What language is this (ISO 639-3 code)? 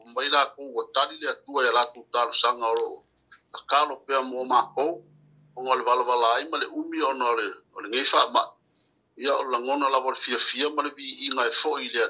smo